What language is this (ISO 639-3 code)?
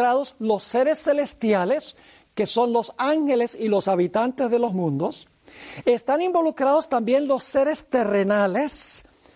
spa